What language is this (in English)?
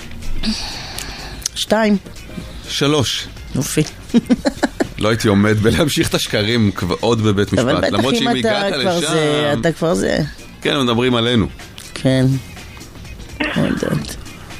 Hebrew